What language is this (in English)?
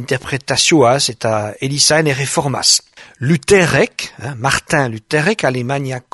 Basque